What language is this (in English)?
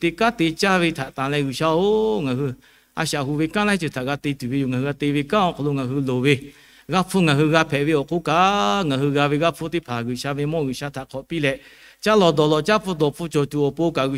Lahu